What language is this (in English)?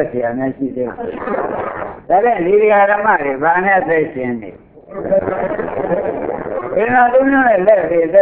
Burmese